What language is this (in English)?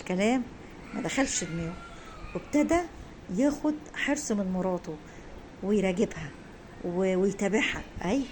Egyptian Arabic